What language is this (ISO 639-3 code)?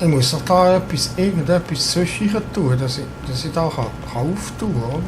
gsw